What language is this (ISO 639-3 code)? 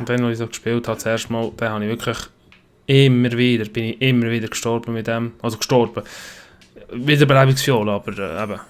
gsw